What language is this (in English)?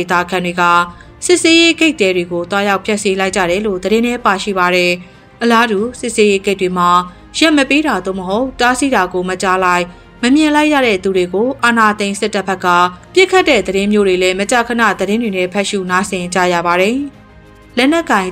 Burmese